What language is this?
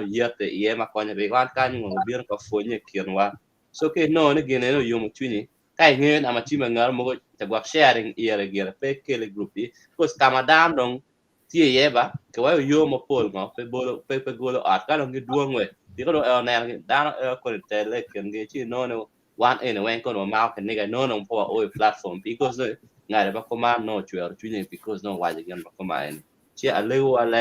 Acoli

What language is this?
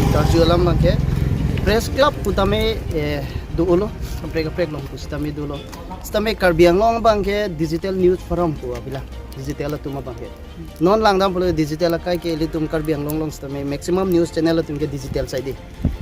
Karbi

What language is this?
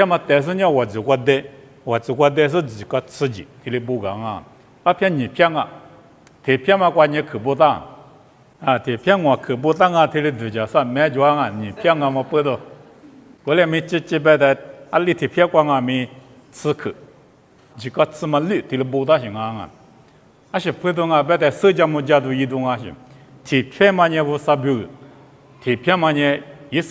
Lisu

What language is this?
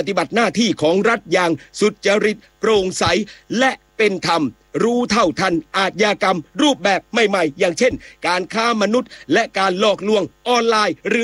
Thai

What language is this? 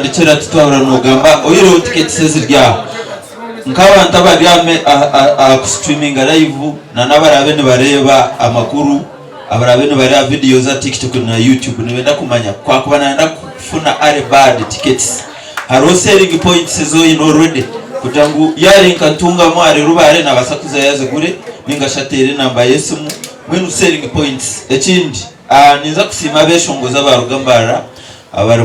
Nyankole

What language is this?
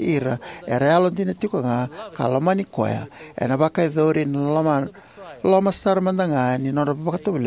Fijian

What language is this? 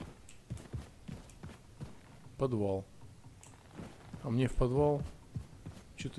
Russian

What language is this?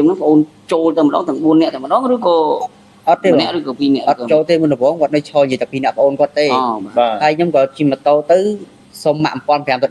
Khmer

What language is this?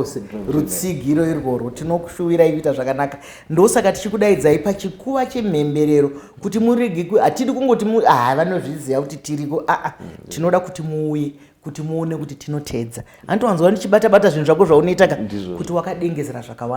Shona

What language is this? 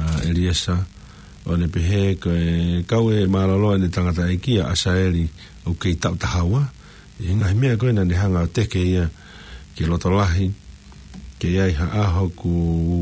Tongan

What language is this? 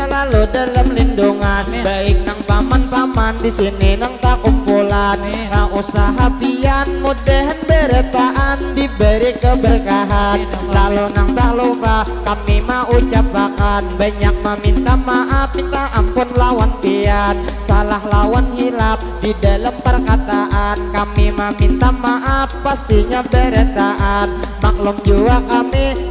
Banjar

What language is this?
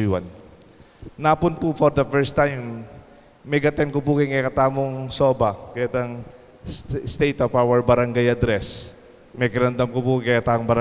Pampanga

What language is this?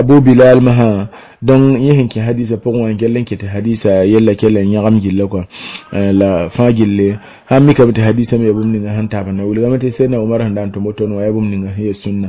Mossi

